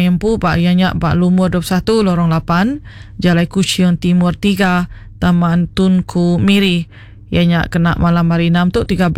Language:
Iban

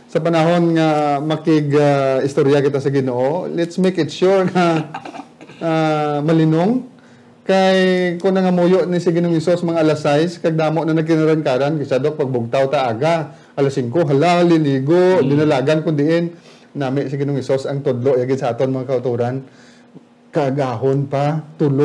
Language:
Hiligaynon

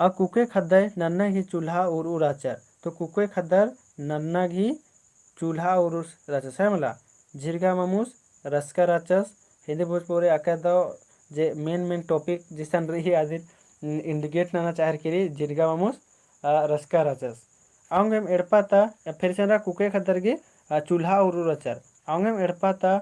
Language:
Kurukh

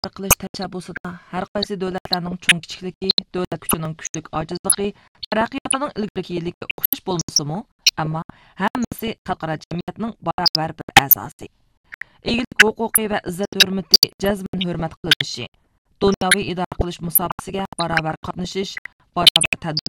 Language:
Uyghur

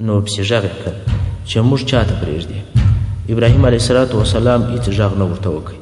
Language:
Pashto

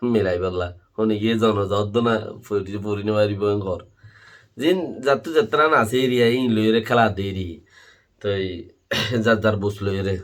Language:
Rohingya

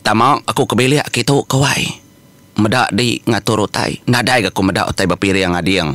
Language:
Iban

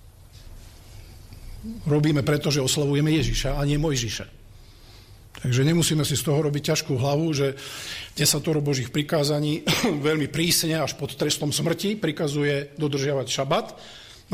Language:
Slovak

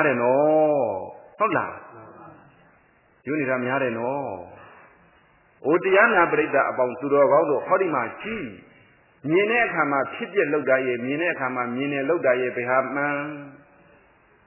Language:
Burmese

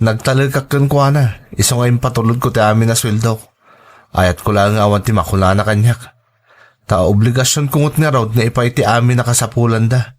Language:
Iloko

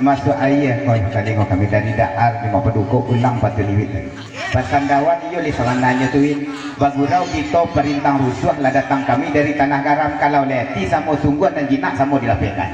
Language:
Minangkabau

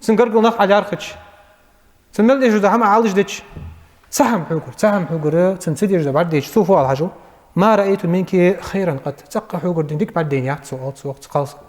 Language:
Ingush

